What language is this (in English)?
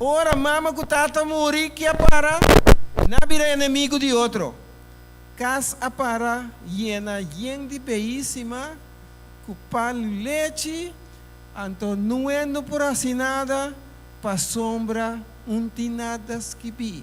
Papiamento